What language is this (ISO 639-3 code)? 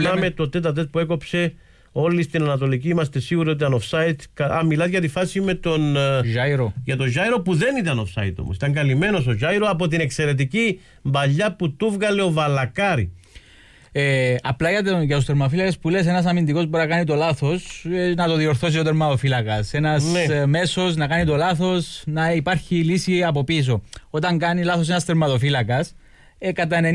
ell